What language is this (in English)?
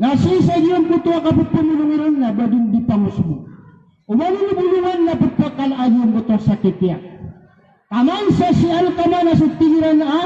Maranao